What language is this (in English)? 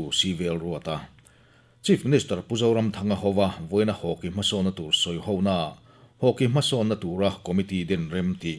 Mizo